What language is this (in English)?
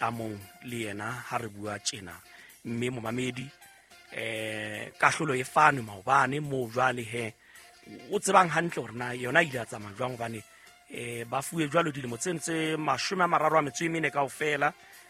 Southern Sotho